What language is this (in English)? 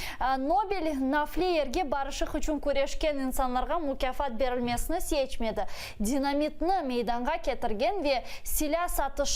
Crimean Tatar